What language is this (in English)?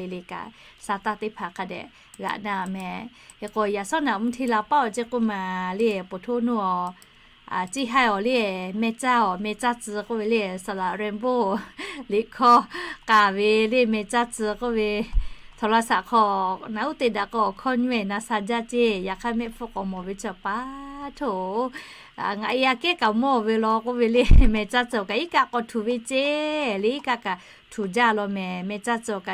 Lahu